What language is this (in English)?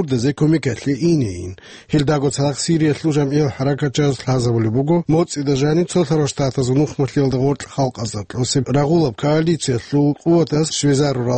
Avaric